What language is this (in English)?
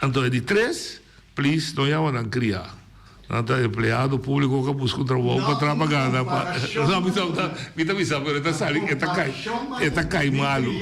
Papiamento